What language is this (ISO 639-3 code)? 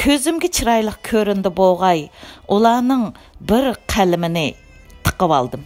uig